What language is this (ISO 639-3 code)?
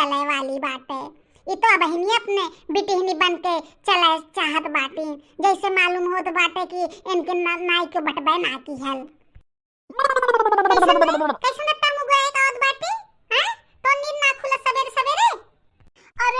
bho